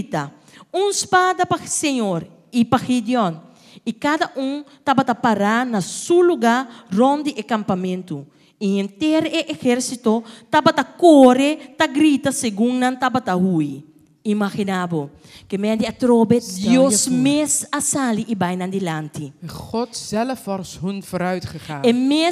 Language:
Papiamento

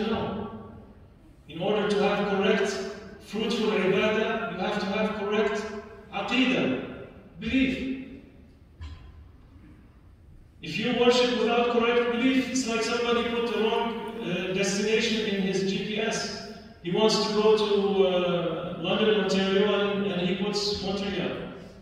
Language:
English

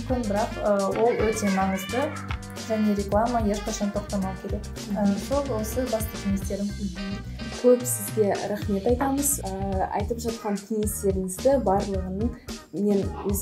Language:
Kazakh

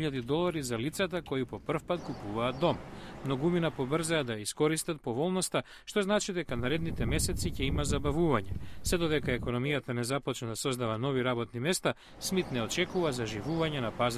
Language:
Macedonian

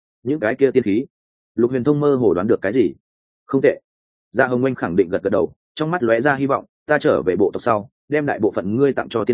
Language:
Vietnamese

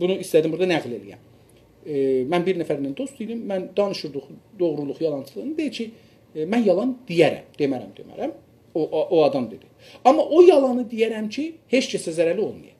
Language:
South Azerbaijani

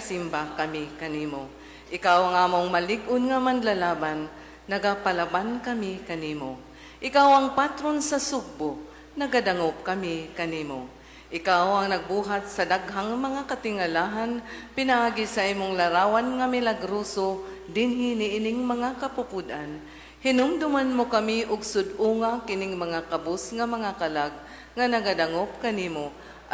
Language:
Cebuano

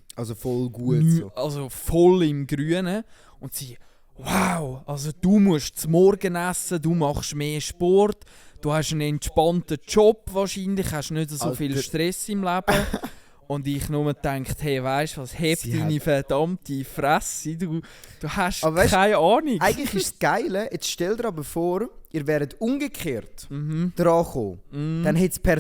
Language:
Swiss German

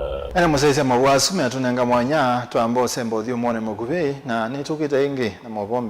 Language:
Kamba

